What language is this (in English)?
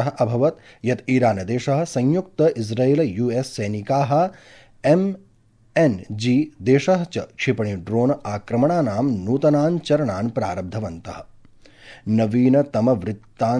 Sanskrit